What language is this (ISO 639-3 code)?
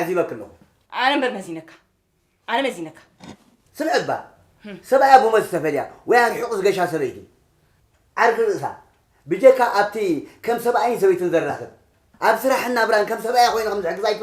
tir